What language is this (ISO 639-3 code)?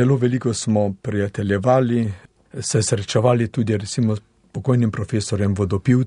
slv